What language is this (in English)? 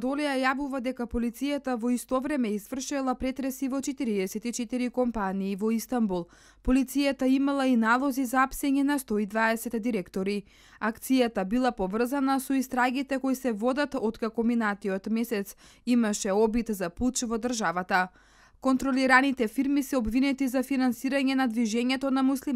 Macedonian